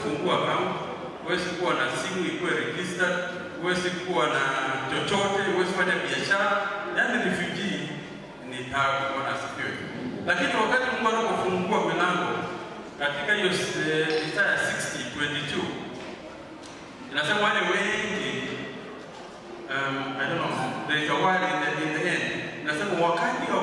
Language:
Swahili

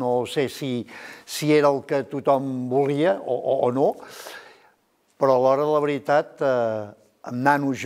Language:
Catalan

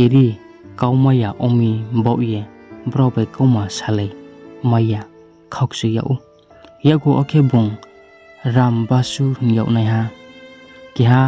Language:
Riang (India)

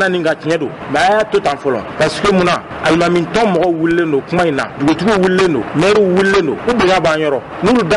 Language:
Bambara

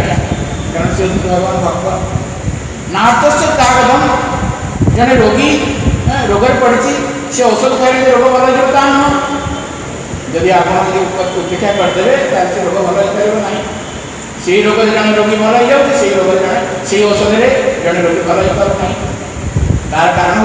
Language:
Odia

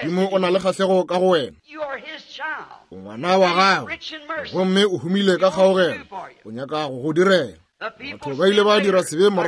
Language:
Northern Sotho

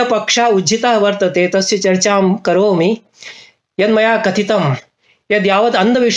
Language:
Sanskrit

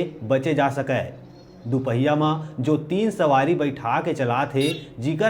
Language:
Chhattisgarhi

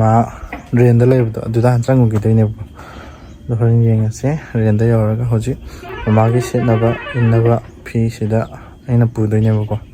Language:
Manipuri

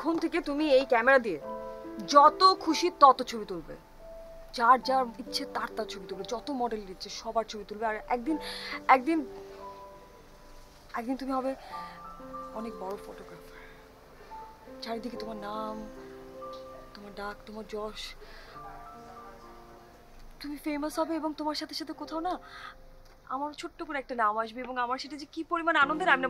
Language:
Bangla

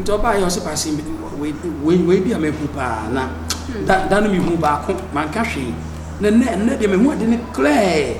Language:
Akan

